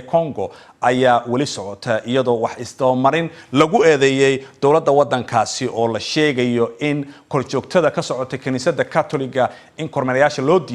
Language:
Somali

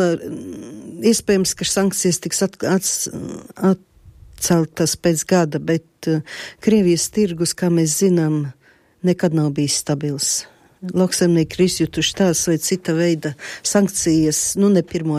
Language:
Latvian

